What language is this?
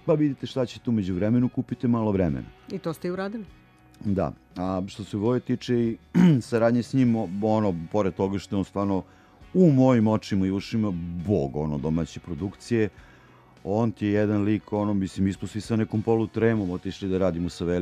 Serbian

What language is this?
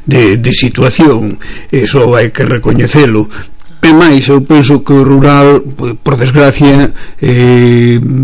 Galician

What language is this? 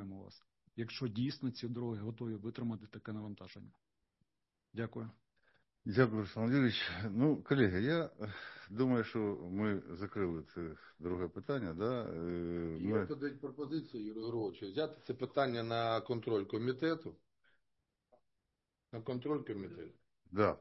Ukrainian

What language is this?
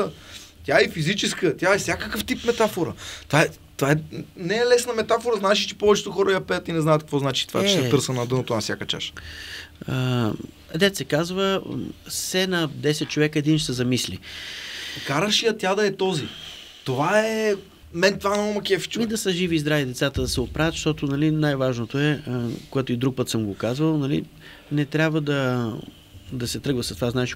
Bulgarian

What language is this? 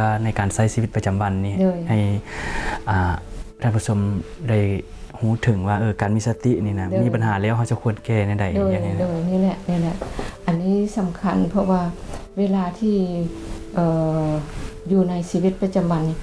Lao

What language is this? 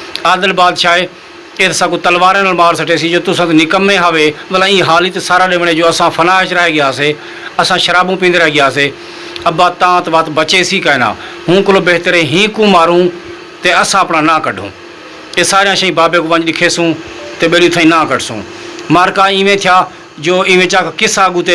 Saraiki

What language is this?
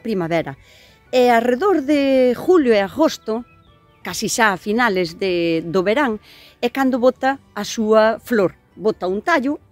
Galician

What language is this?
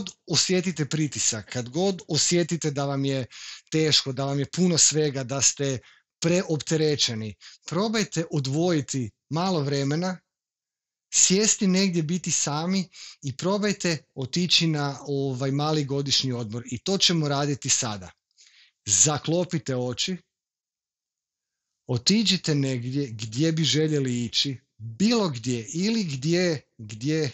Croatian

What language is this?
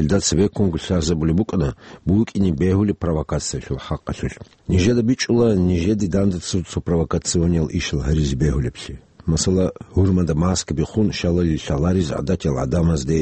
Avaric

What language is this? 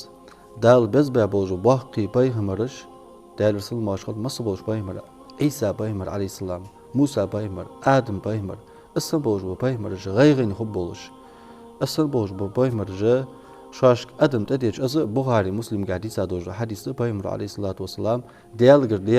Ingush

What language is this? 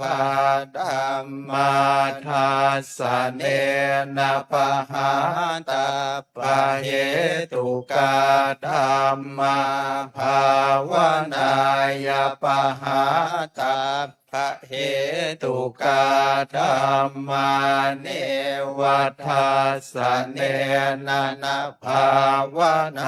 Pali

